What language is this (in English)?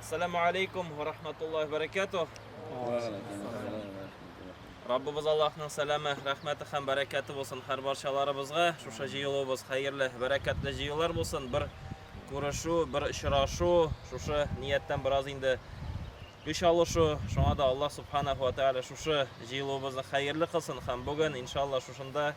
Tatar